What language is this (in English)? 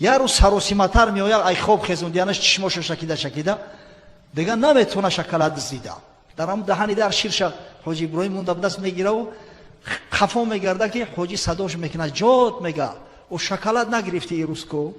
Tajik